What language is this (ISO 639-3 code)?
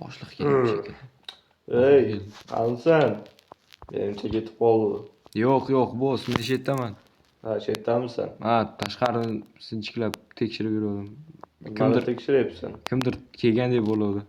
uzb